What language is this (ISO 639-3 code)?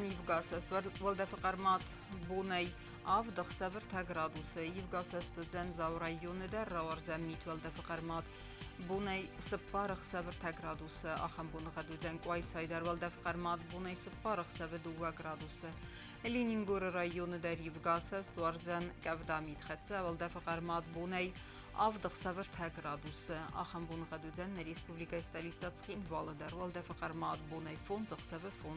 oss